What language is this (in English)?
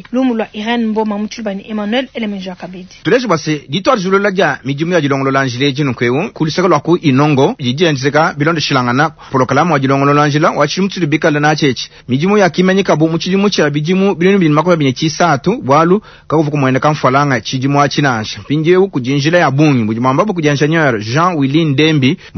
Luba-Lulua